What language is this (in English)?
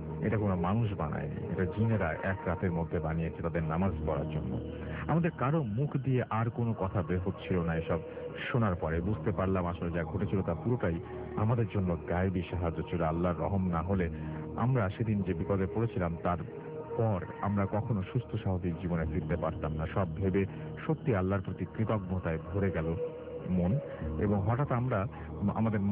Bangla